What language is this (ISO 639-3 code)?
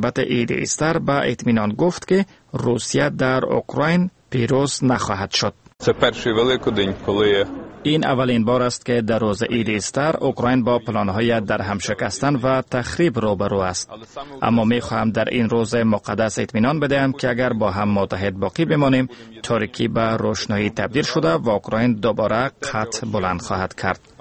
fas